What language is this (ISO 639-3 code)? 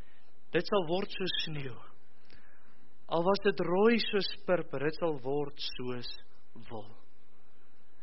afr